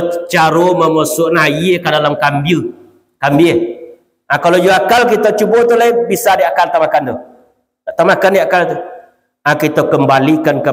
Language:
Minangkabau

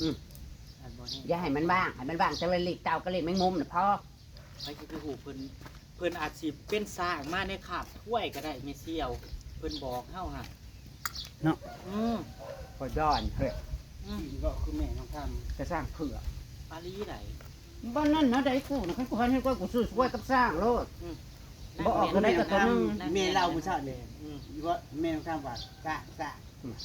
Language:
Northeastern Thai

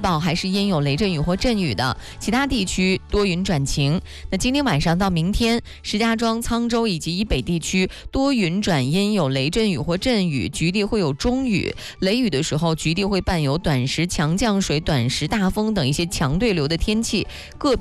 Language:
Chinese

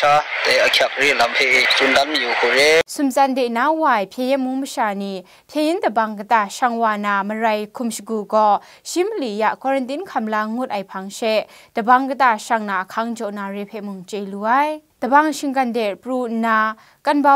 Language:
Kachin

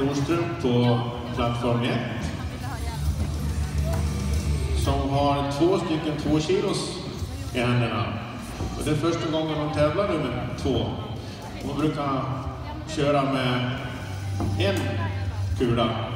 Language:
Swedish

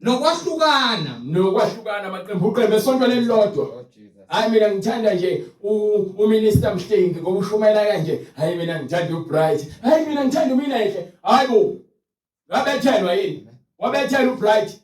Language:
Zulu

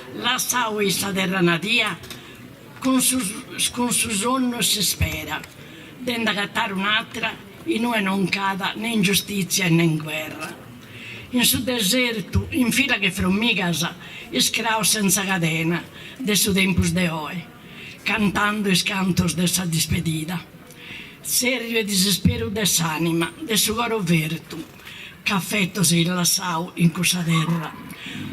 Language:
Sardinian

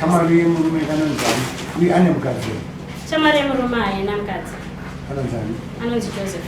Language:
Shona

